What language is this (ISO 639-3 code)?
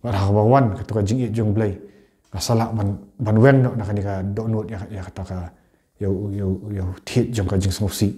kha